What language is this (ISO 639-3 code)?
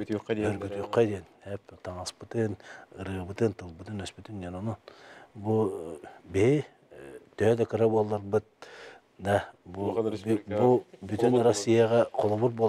sah